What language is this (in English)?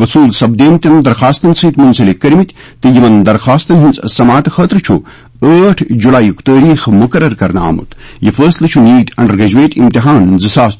Kashmiri